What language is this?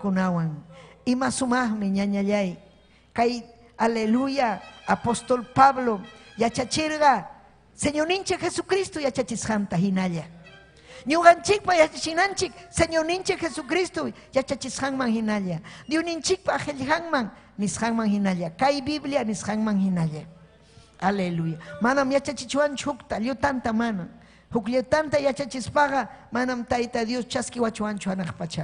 Ayacucho Quechua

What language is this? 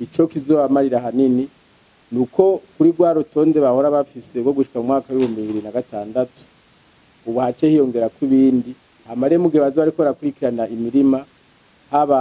Rundi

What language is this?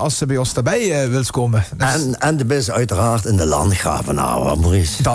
Limburgish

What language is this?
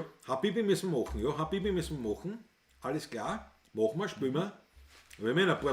Bavarian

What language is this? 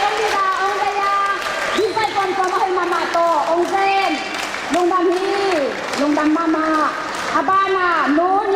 Tedim Chin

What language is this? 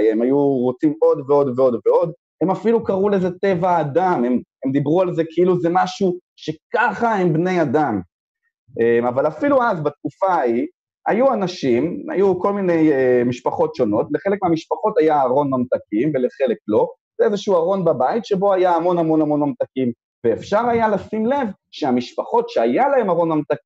Hebrew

